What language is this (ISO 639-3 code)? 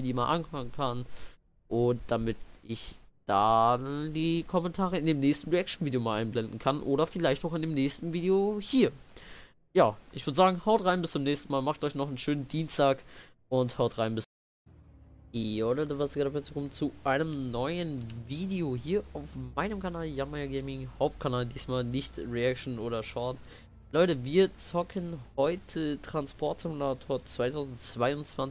deu